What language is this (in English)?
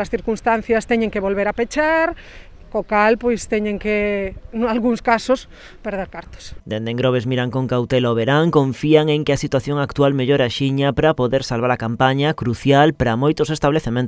Galician